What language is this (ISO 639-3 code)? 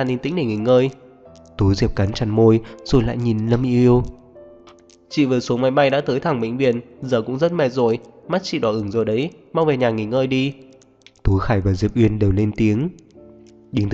vie